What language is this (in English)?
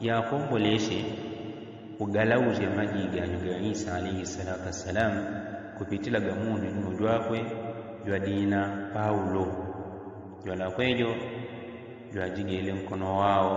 Yao